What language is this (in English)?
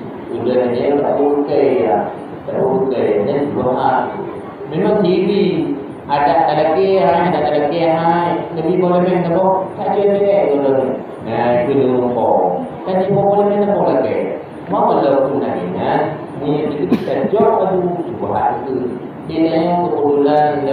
Achinese